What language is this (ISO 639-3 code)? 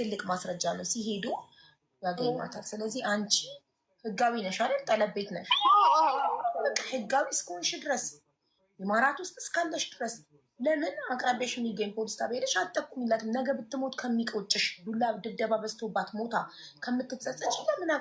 amh